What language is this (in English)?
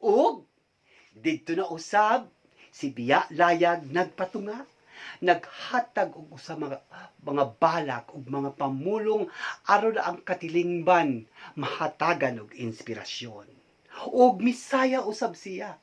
Cebuano